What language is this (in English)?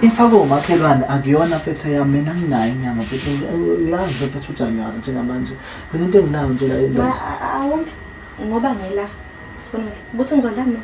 Zulu